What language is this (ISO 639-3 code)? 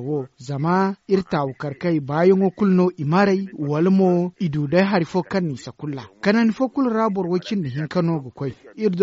dje